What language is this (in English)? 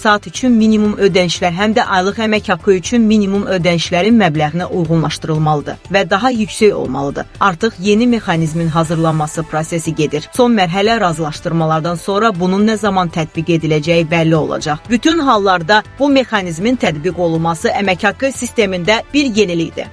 Azerbaijani